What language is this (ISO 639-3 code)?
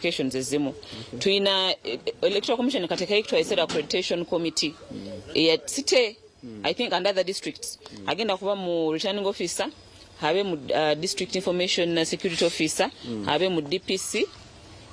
nyn